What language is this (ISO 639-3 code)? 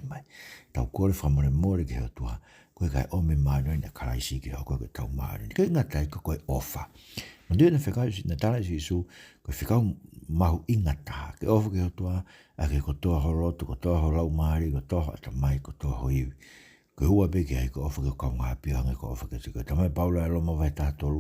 ton